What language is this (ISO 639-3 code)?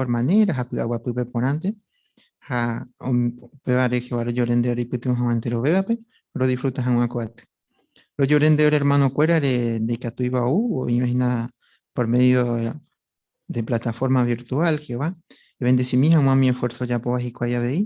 grn